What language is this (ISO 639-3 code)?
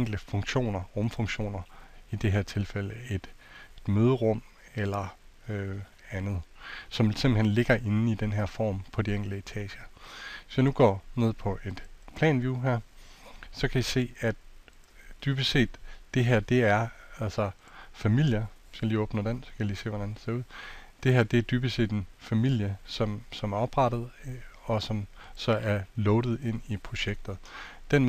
dan